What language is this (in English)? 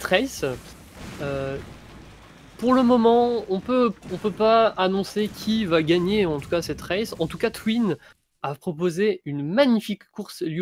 French